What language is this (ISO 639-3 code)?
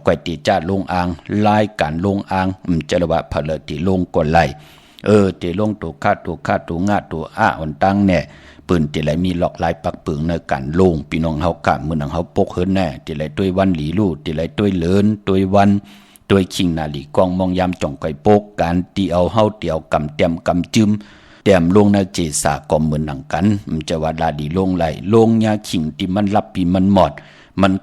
shn